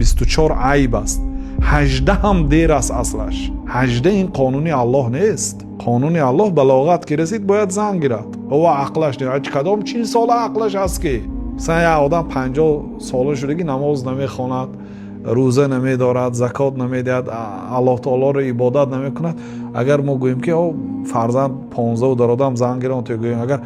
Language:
Tajik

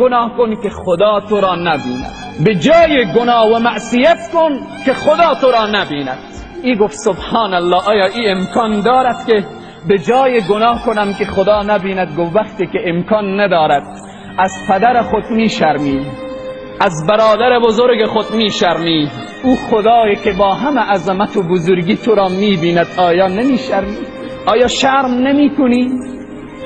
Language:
Tajik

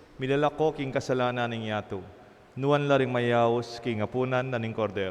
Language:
Pampanga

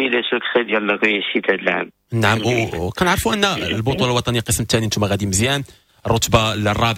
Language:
Moroccan Arabic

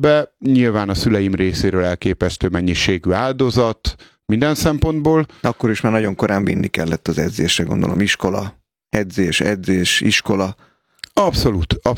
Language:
Hungarian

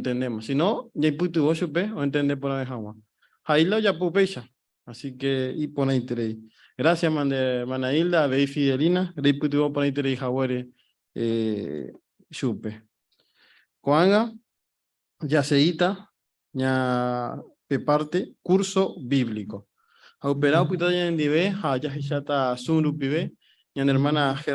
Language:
Guarani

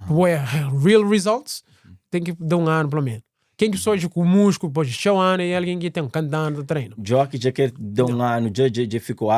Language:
Kabuverdianu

